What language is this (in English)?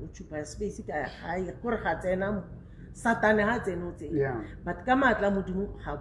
Southern Sotho